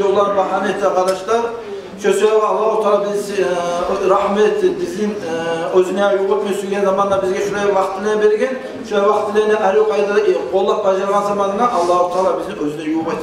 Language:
Kumyk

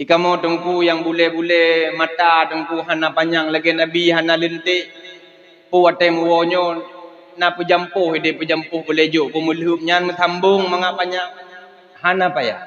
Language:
Achinese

